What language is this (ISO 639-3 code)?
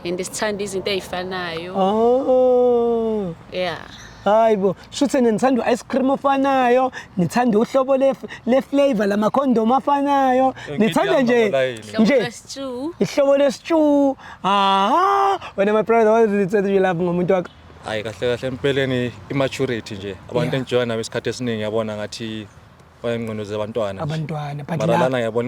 zul